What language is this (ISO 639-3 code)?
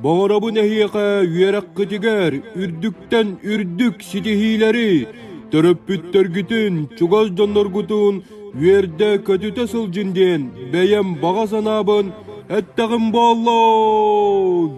sah